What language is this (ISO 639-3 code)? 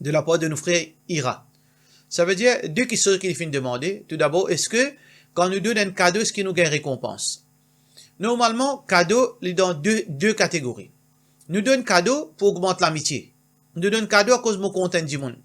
mfe